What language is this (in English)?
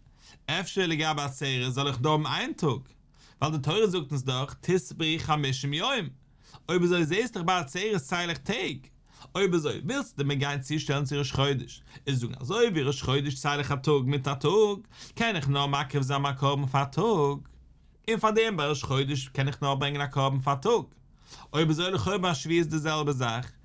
Yiddish